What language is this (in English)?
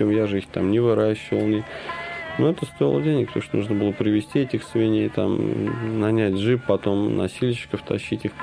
Russian